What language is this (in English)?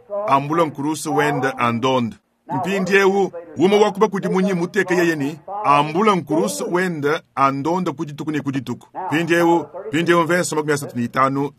Luba-Lulua